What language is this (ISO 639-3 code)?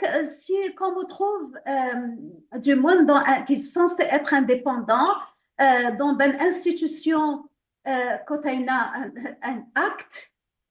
mfe